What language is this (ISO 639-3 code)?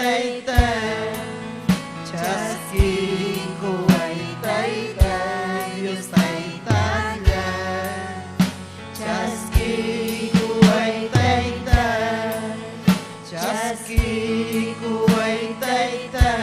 quy